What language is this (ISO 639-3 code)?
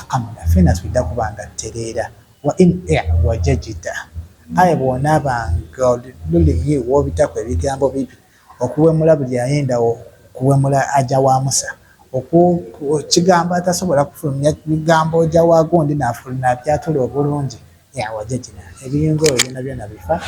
lug